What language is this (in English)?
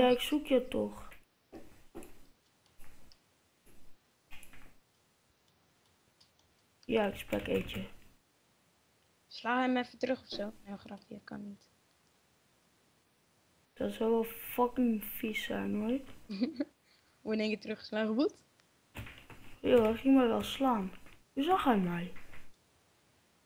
Dutch